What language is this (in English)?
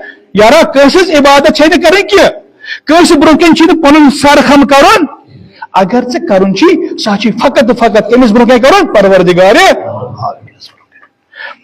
Kashmiri